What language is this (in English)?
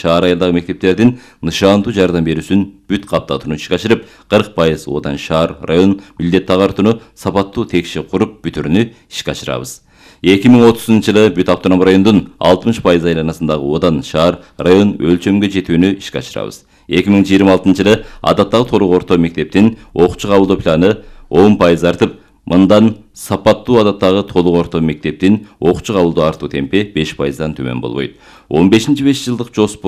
Kyrgyz